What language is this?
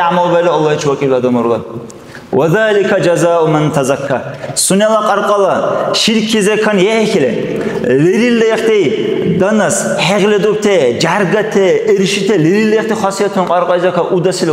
Dargwa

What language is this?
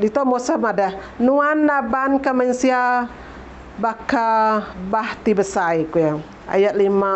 Iban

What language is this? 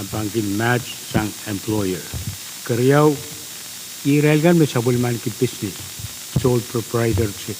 Pohnpeian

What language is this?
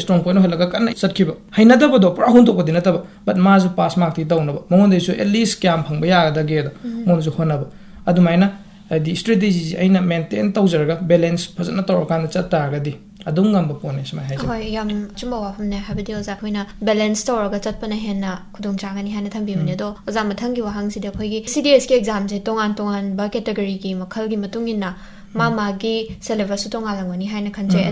Manipuri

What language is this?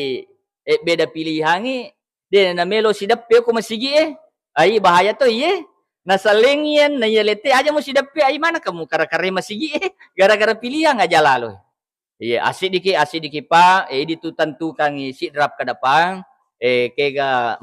Buginese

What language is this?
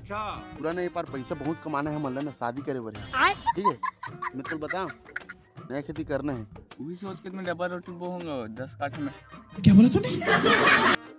Chhattisgarhi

